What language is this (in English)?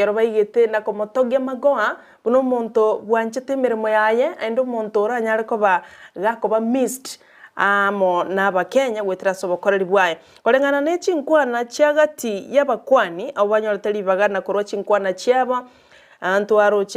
Gusii